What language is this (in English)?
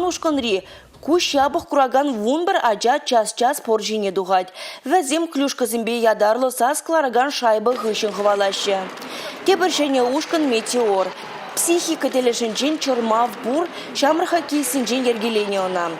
Chuvash